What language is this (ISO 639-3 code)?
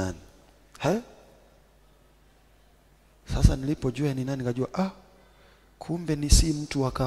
swa